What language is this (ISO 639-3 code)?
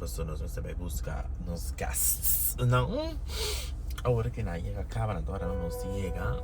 pap